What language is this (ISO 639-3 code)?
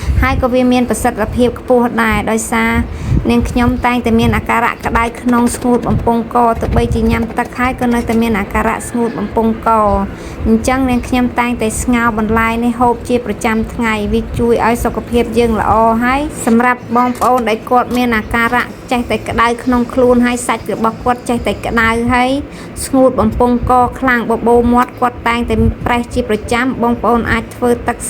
khm